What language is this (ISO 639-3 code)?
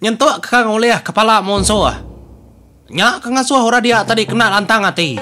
iba